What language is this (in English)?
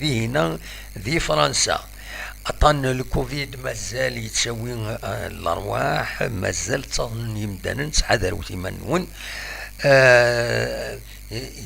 Kabyle